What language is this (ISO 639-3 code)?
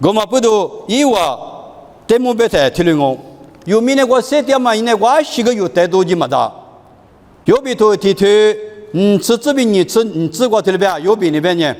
lis